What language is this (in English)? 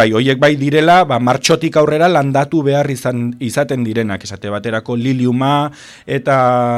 Basque